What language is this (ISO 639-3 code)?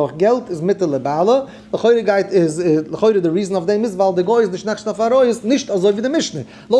yid